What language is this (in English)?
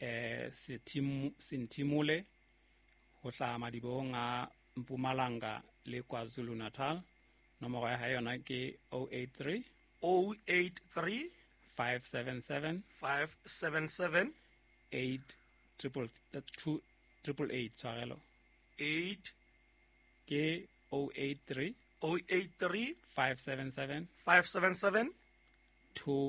Southern Sotho